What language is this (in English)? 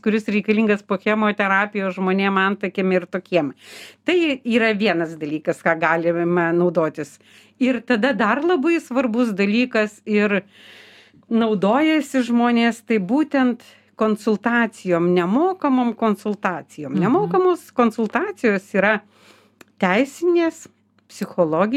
Lithuanian